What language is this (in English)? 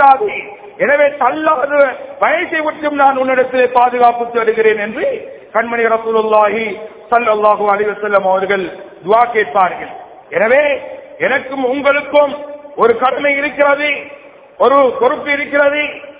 Tamil